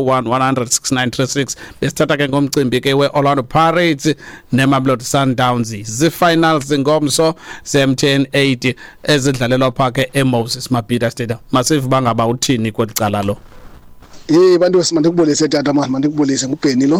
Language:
Xhosa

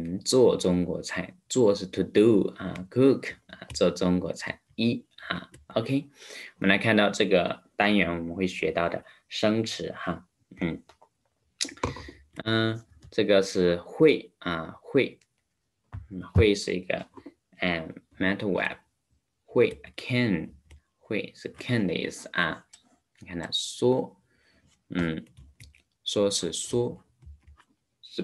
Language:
Chinese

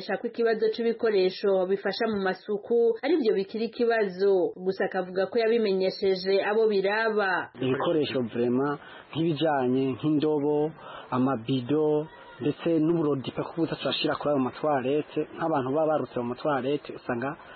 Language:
Kinyarwanda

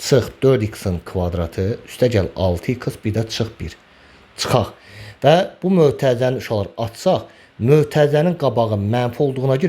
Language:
Azerbaijani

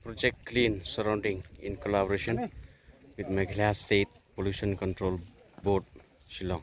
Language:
Khasi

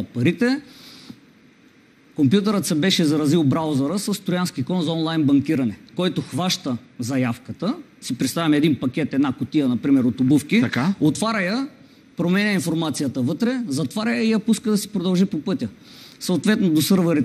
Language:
Bulgarian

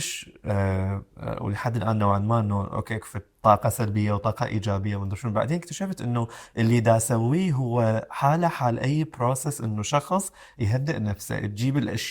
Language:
Mesopotamian Arabic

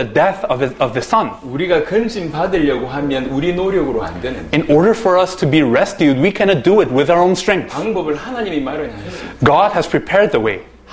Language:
Korean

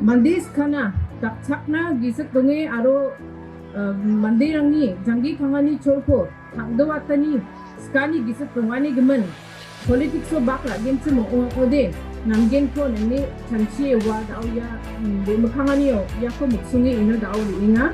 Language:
Garo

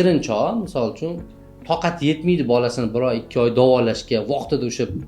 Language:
Uzbek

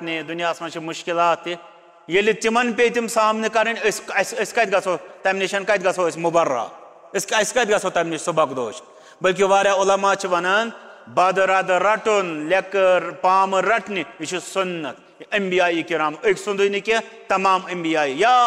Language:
Kashmiri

